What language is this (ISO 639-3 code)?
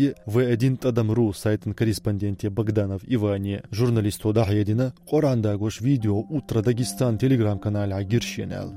che